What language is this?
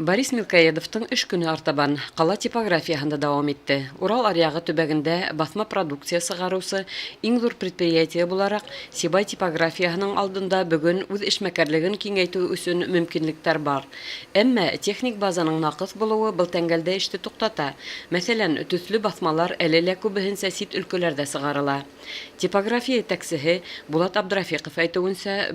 Bashkir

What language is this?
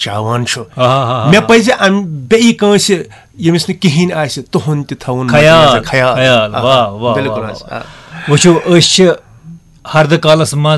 Kashmiri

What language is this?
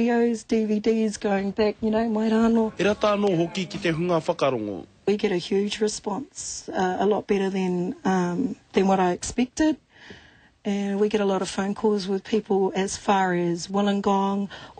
Māori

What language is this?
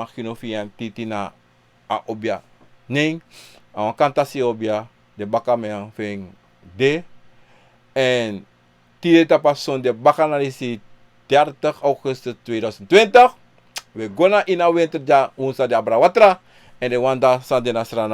Sranan Tongo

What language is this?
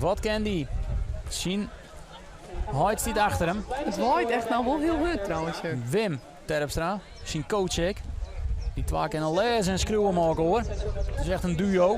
Western Frisian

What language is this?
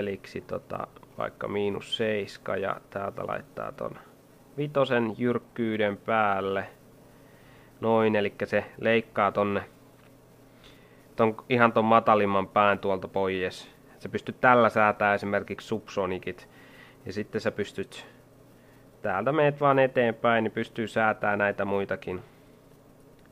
Finnish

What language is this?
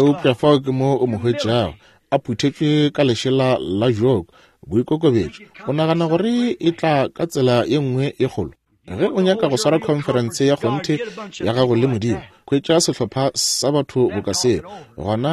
Northern Sotho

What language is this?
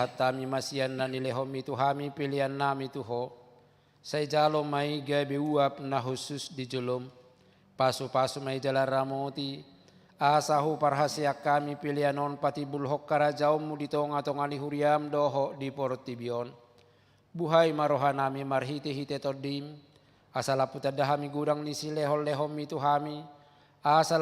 Batak Toba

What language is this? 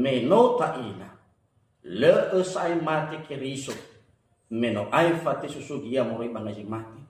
Nias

